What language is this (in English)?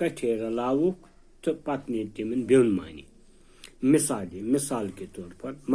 Kashmiri